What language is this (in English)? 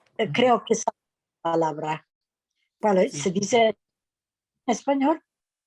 Ladino